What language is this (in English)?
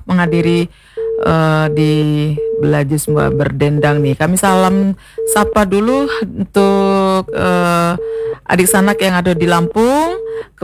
Indonesian